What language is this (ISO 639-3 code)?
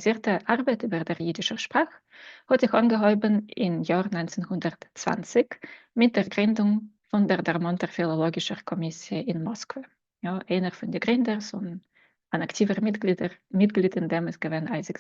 yid